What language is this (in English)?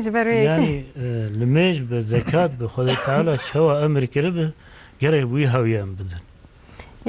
Kurdish